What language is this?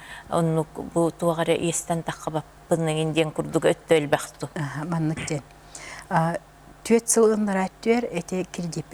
Yakut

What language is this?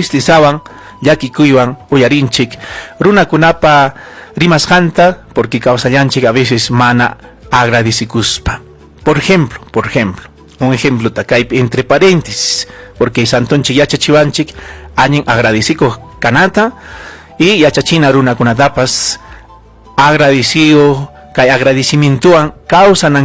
Ayacucho Quechua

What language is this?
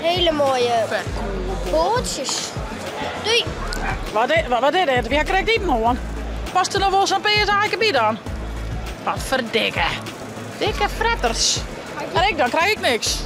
Western Frisian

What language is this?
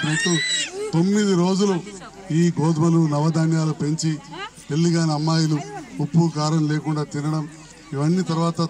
Telugu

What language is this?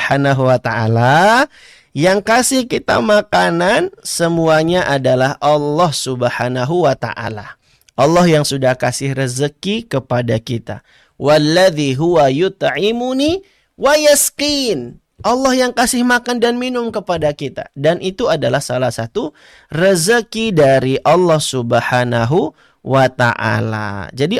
Indonesian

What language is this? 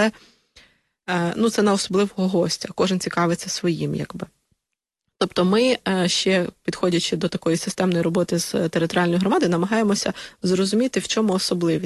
Ukrainian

